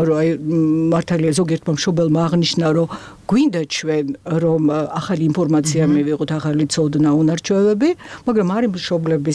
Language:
Georgian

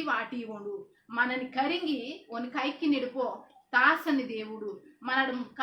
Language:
Koya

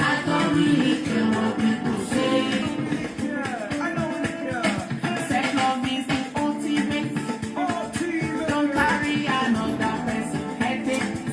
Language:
Nigerian Pidgin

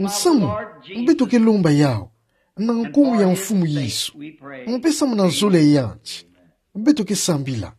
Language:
Kituba (Democratic Republic of Congo)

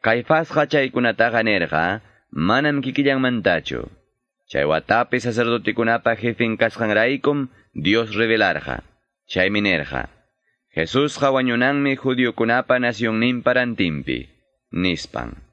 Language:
Quechua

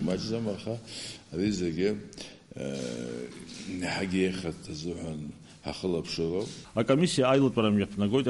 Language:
Abkhazian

